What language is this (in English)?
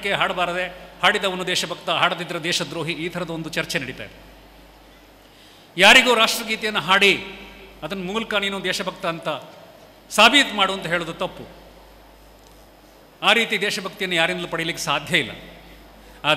Kannada